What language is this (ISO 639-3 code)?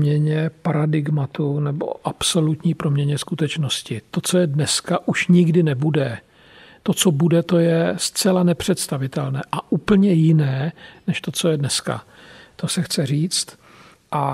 ces